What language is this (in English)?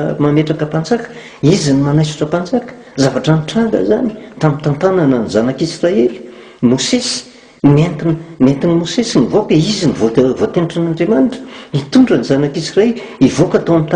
Malagasy